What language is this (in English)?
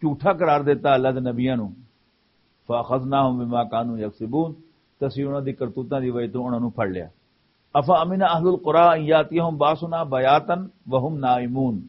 Western Panjabi